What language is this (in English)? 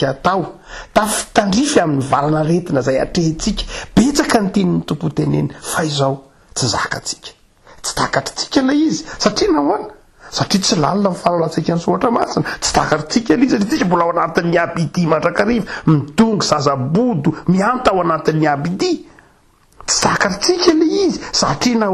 Malagasy